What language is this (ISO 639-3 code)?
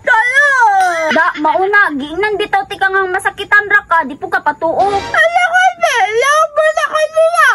ceb